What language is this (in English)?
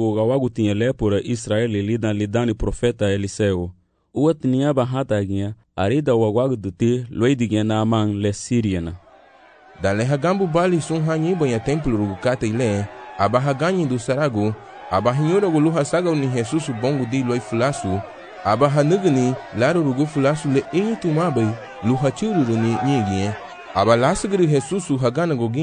Garifuna